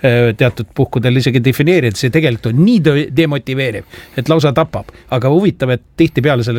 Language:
Estonian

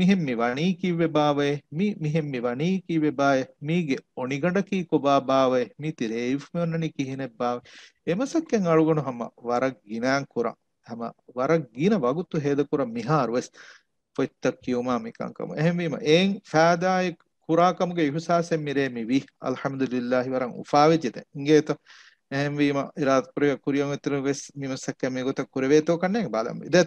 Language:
Divehi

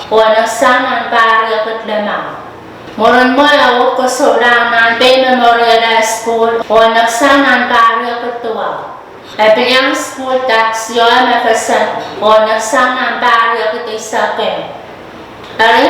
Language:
Pohnpeian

